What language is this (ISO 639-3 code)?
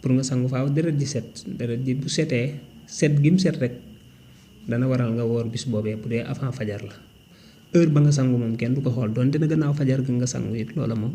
wol